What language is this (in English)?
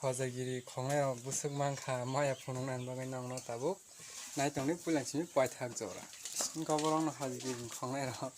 Kok Borok